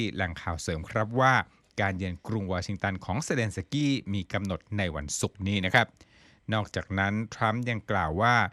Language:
Thai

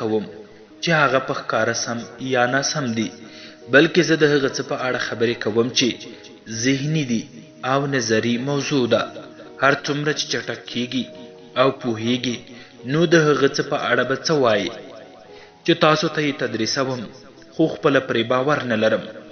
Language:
Pashto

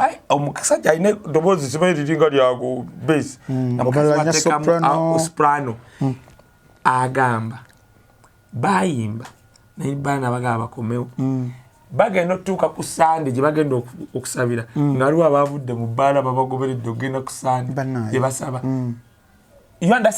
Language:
Ganda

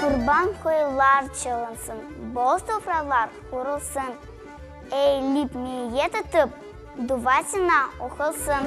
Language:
Crimean Tatar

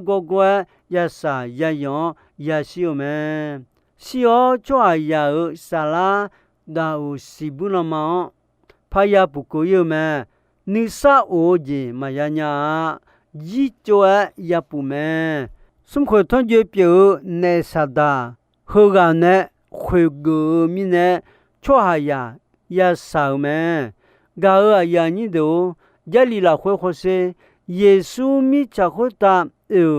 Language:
Akha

